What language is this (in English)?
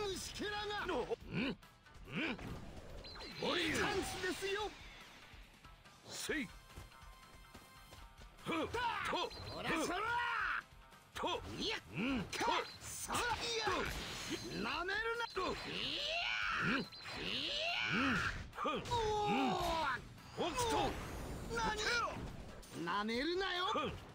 Japanese